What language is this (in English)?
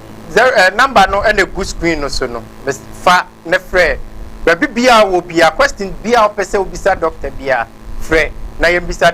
Akan